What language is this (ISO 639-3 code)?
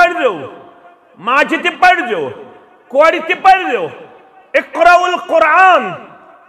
kas